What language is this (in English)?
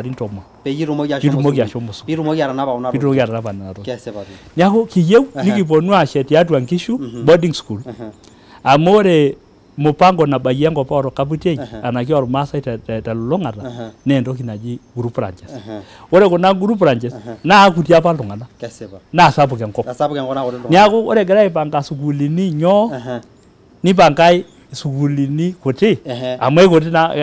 Masai